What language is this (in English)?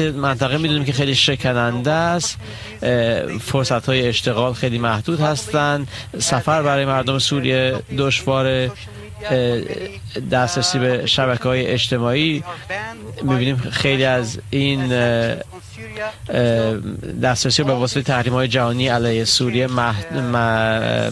Persian